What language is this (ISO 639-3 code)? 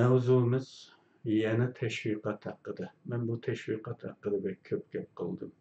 uig